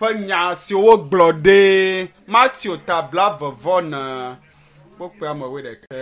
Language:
Ewe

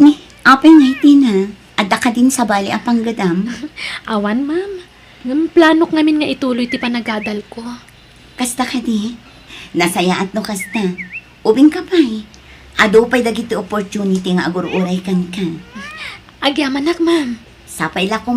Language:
Iloko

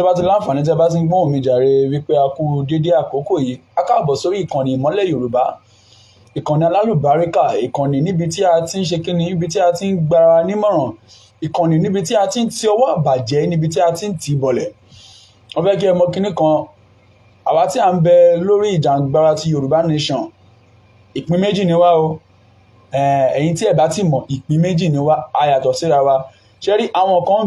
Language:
Yoruba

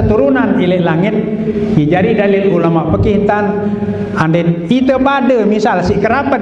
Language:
Sasak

